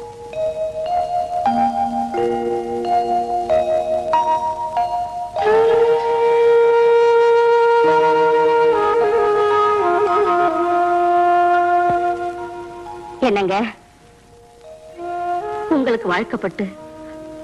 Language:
Tamil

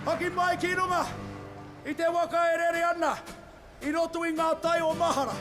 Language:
Māori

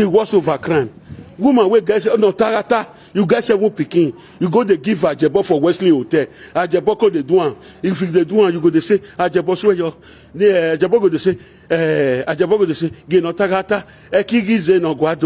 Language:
Nigerian Pidgin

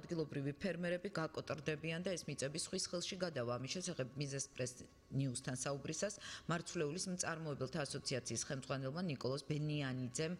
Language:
Georgian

